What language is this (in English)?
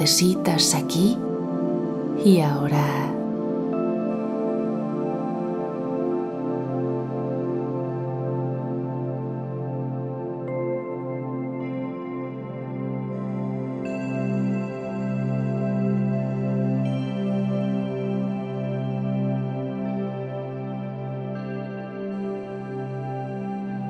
Spanish